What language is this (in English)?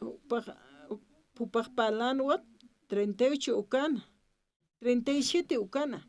Aymara